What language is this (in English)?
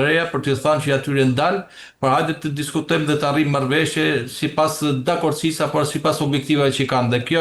Albanian